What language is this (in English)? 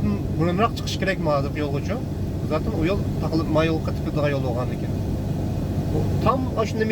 Uyghur